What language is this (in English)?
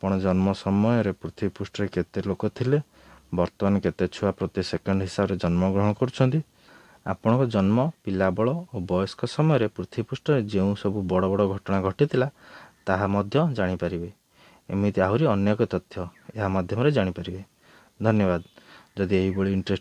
Odia